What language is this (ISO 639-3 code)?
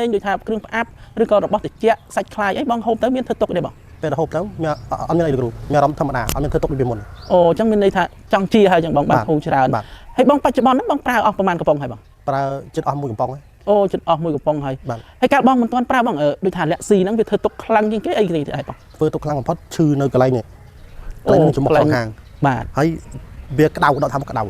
khm